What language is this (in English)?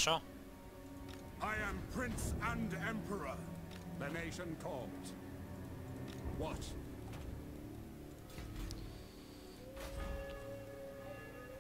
Hungarian